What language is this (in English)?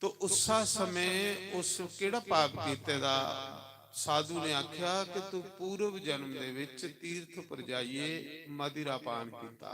Dogri